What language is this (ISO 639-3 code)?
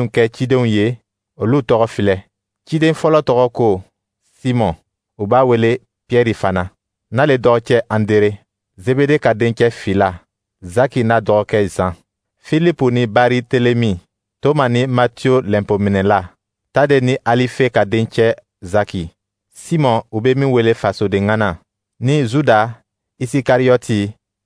dyu